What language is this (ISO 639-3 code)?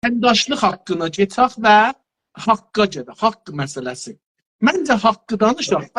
azb